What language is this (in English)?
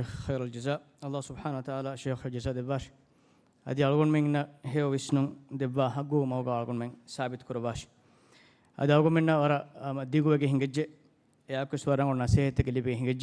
Divehi